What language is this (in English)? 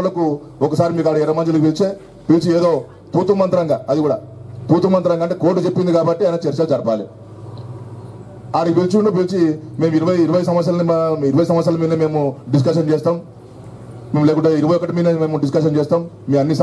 Telugu